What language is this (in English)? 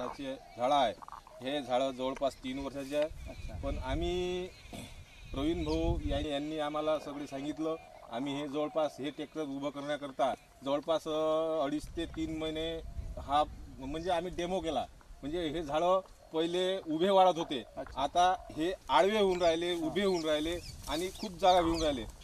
Marathi